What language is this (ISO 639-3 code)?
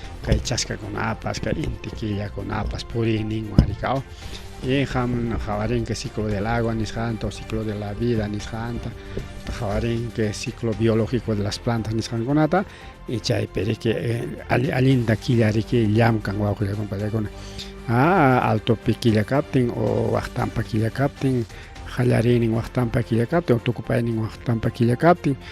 quy